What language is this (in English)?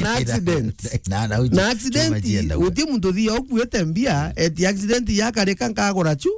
Meru